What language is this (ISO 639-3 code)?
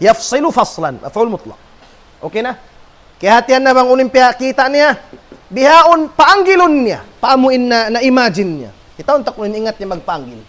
tsg